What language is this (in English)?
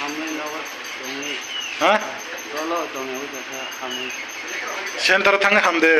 Kok Borok